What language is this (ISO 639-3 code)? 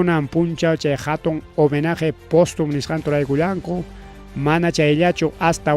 quy